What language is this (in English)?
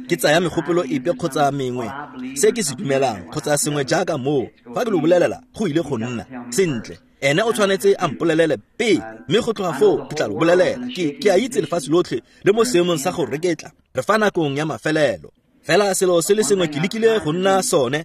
Tswana